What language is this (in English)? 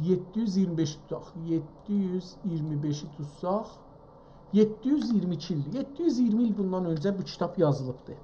South Azerbaijani